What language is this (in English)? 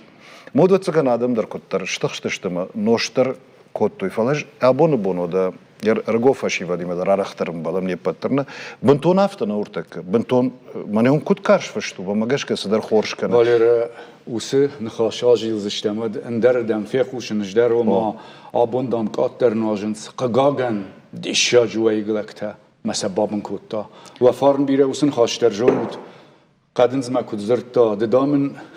Ossetic